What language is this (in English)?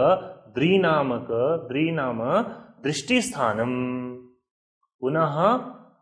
Sanskrit